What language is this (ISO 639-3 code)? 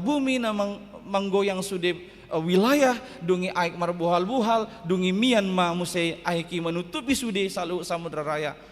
bbc